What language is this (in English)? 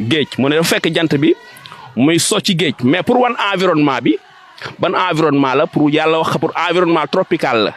Wolof